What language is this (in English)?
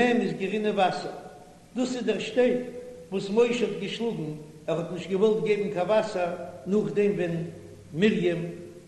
Yiddish